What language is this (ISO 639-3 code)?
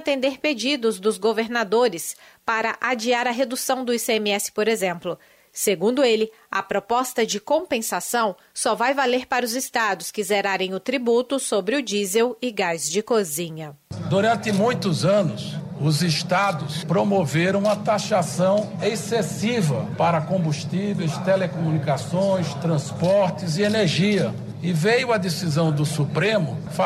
por